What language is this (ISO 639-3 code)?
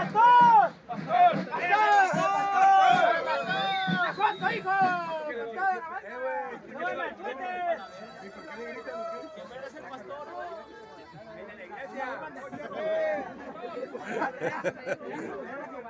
spa